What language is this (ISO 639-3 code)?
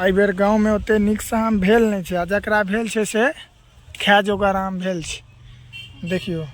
mai